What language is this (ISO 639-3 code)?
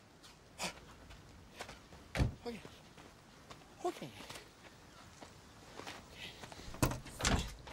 nor